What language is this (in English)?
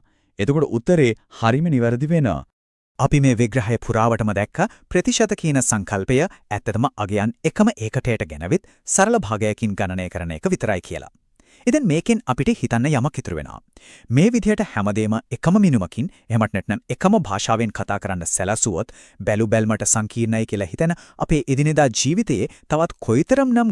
Sinhala